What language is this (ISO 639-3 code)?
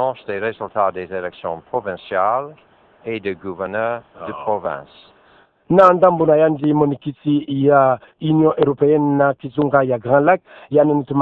ktu